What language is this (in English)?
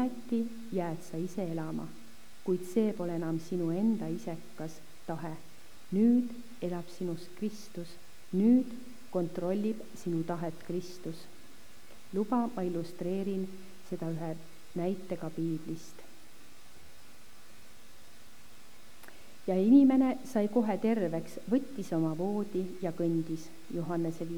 Estonian